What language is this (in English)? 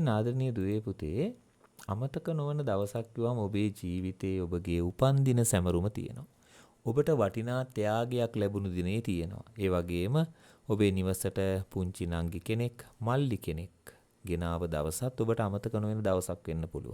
Sinhala